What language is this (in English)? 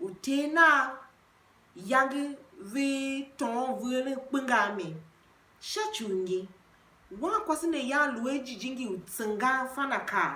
Tiv